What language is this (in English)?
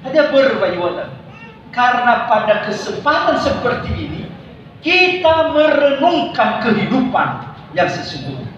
Nias